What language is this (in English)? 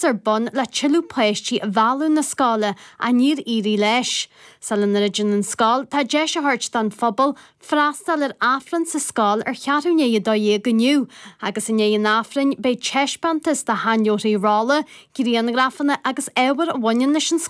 Irish